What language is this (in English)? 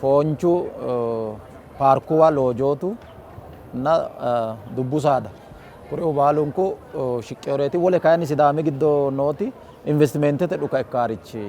Sidamo